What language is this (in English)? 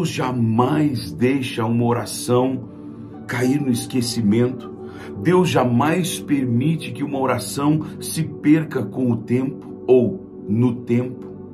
Portuguese